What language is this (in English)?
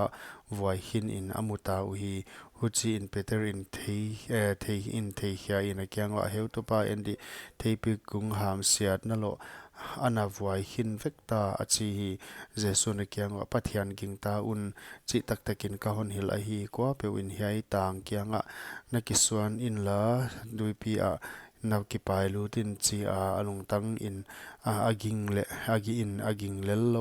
Paite Chin